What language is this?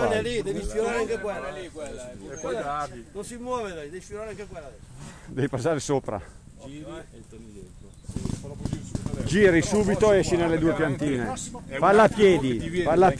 Italian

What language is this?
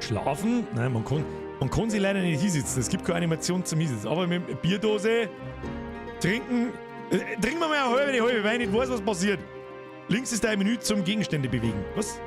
Bavarian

